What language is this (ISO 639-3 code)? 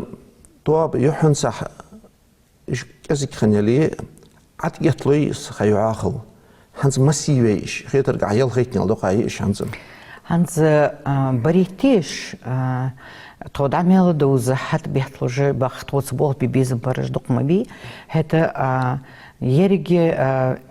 inh